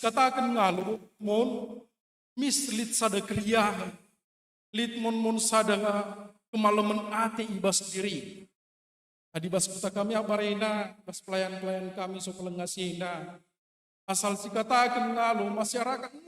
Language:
Batak Karo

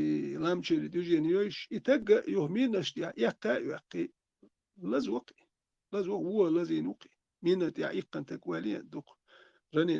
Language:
Chechen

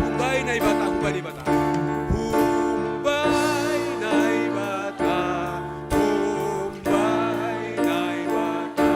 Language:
Batak Simalungun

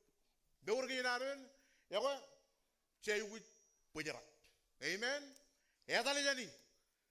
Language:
Marshallese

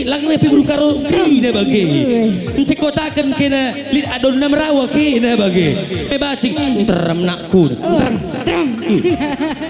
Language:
Batak Karo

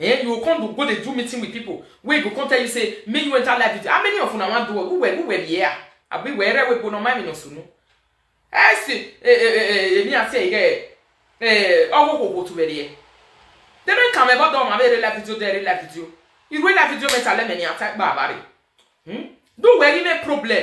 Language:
Nigerian Pidgin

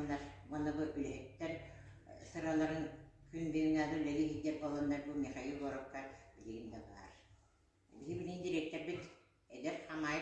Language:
Yakut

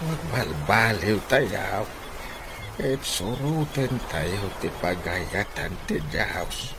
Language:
Iloko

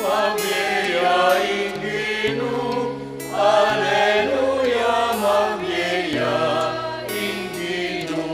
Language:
Pampanga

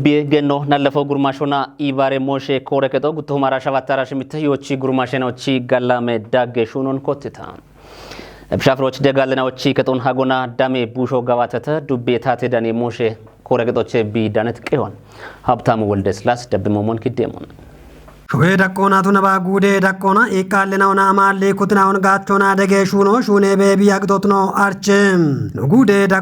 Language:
Kafa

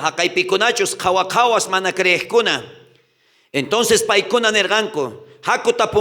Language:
South Bolivian Quechua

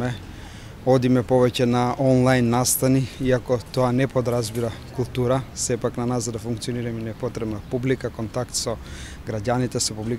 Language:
Macedonian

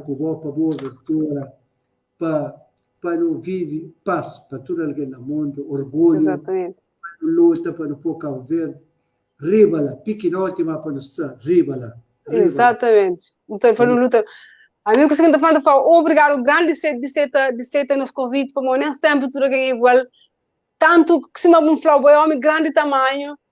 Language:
Kabuverdianu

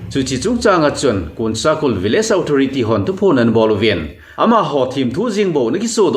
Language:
Thado Chin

